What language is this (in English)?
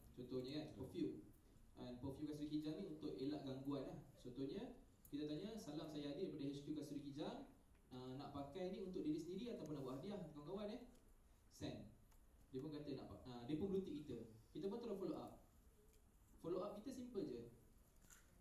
Malay